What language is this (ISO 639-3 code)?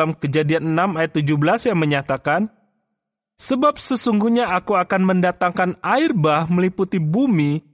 ind